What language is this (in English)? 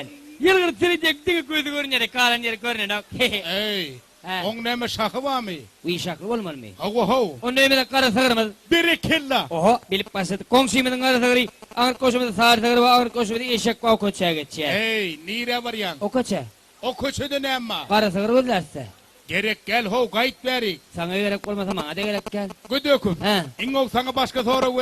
Turkmen